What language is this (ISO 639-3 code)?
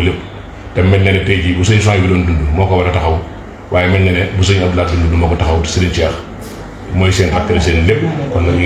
wol